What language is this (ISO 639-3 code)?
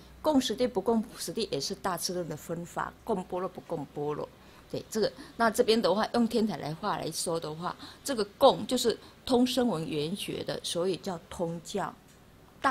zho